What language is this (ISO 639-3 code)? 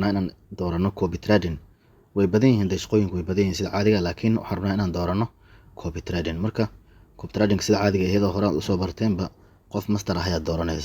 som